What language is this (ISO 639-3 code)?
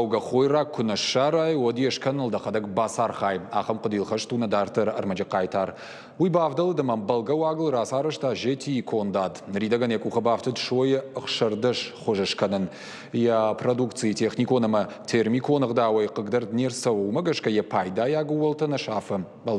oss